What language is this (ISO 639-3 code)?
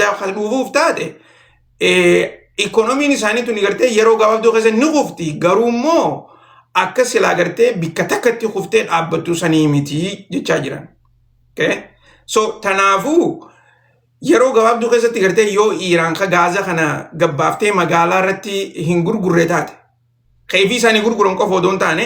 orm